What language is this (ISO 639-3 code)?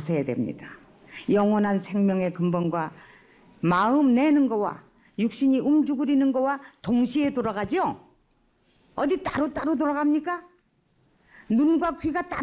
kor